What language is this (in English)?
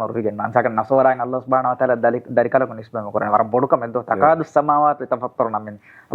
Divehi